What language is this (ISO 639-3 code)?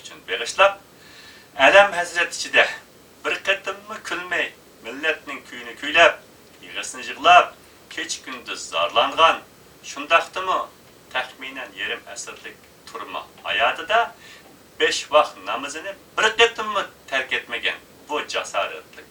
uig